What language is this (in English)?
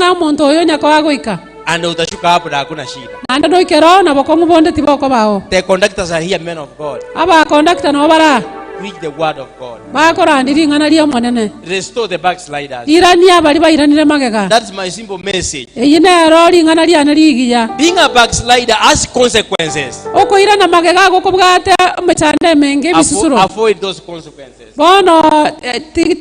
Gusii